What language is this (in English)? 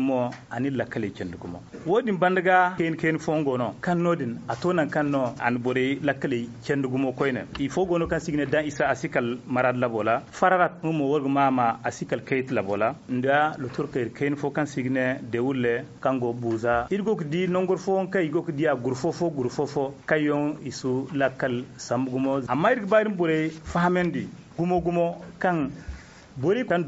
Zarma